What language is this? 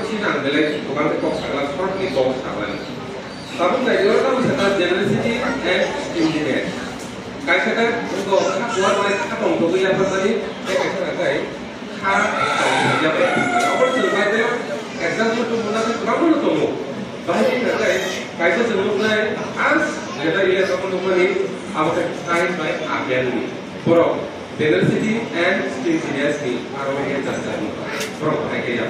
Kok Borok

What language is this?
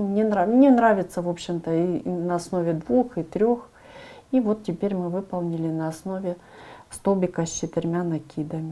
Russian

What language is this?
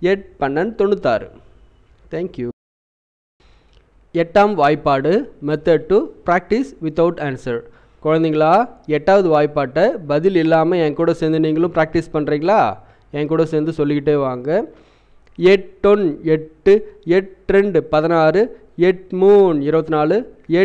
Tamil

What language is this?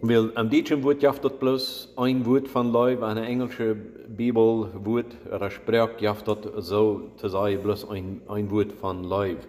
Plautdietsch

